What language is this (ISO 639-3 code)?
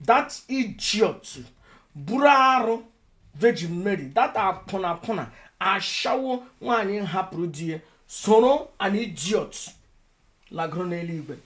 ibo